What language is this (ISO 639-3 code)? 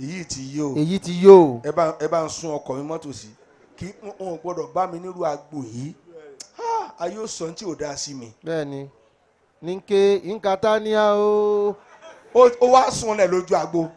yor